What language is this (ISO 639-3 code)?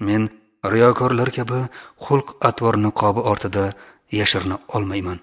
uzb